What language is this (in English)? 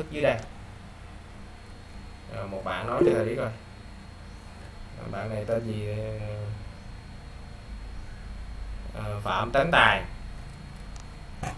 Vietnamese